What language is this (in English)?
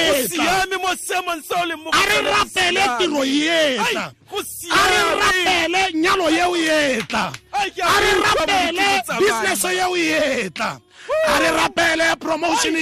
Tswana